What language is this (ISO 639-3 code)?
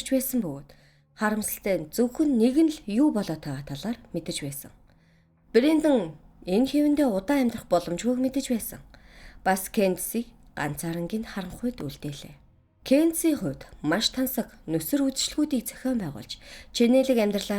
mon